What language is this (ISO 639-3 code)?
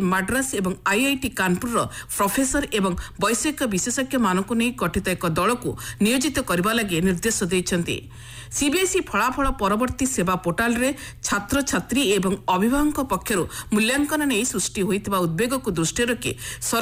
ori